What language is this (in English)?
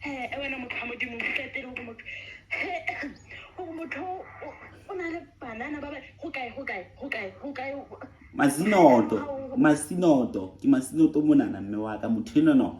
Southern Sotho